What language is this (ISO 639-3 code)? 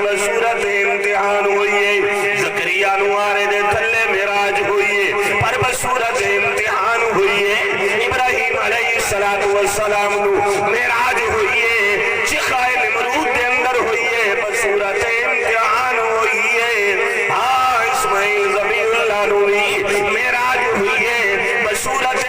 skr